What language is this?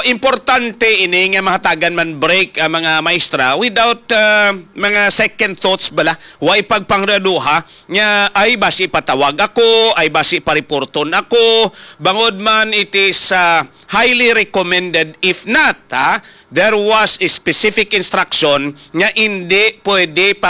Hiligaynon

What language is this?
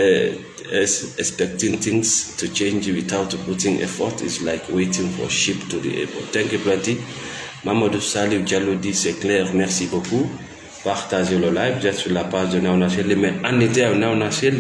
Fula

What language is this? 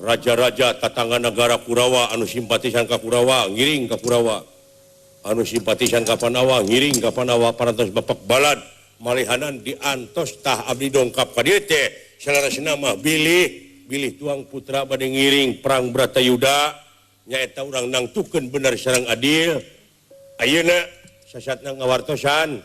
Sundanese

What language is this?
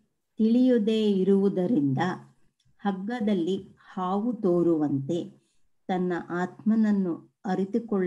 Kannada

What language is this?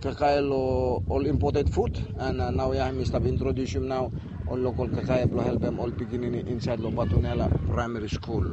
Bislama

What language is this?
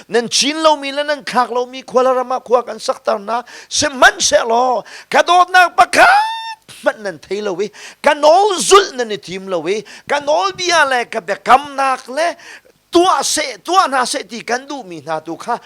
Hakha Chin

